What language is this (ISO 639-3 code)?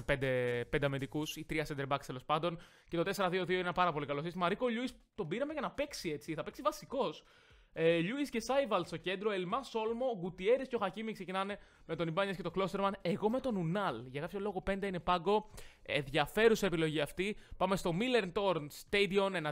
ell